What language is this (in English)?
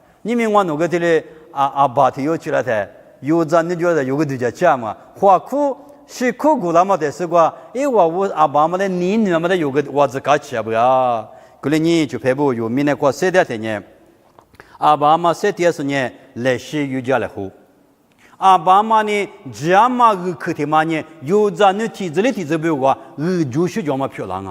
Lisu